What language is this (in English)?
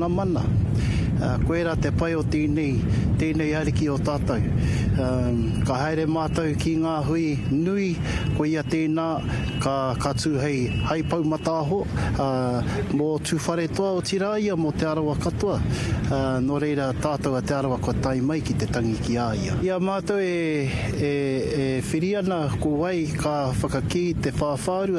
Māori